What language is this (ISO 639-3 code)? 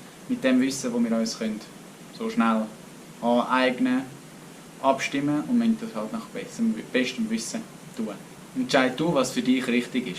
gsw